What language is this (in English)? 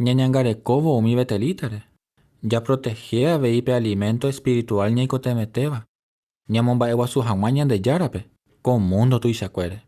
Guarani